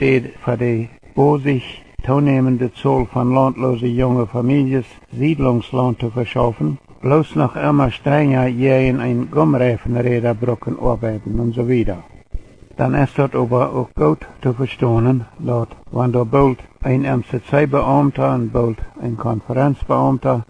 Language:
Plautdietsch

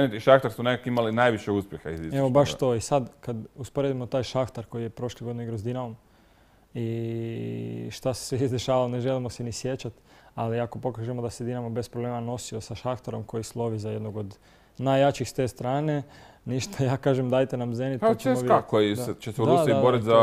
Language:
Croatian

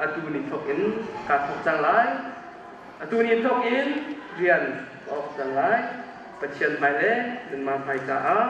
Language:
Hakha Chin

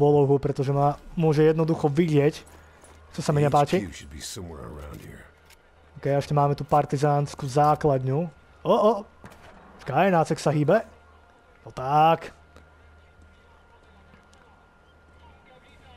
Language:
Slovak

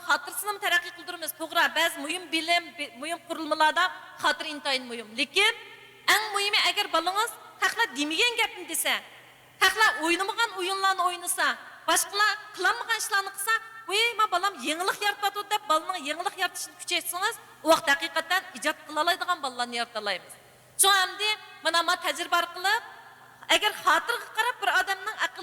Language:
Uyghur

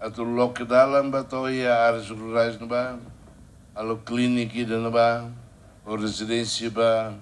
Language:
Tetum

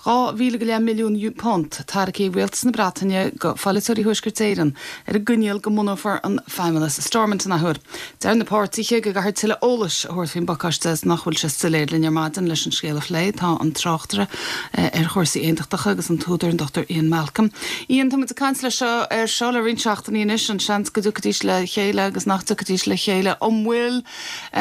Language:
Irish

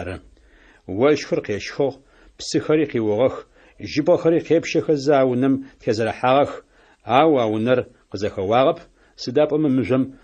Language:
Adyghe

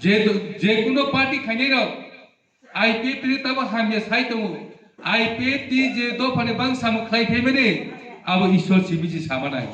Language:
Riang (India)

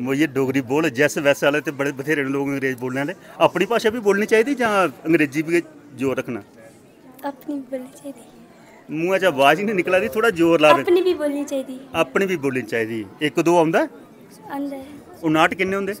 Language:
Dogri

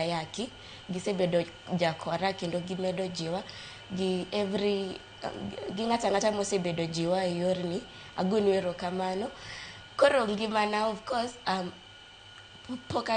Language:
Luo (Kenya and Tanzania)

